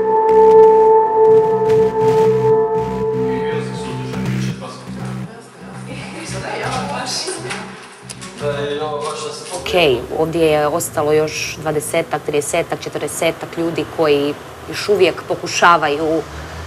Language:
Croatian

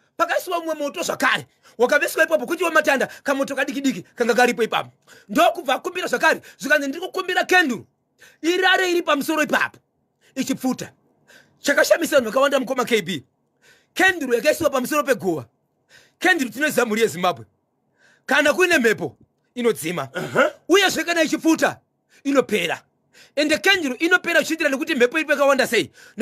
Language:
Shona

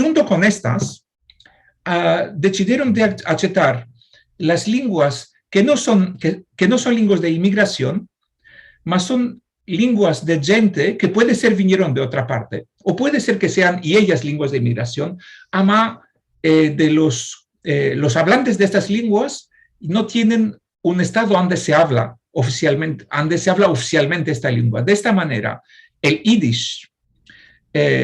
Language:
Ladino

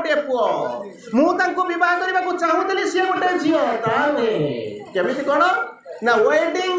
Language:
Odia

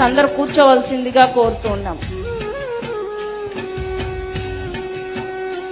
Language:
Telugu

